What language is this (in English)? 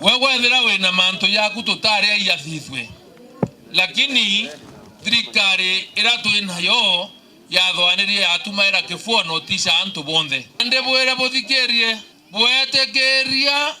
Meru